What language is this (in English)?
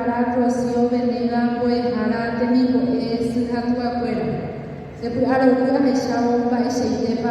Guarani